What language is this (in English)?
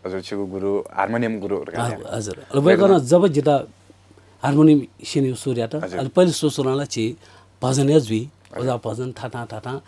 Newari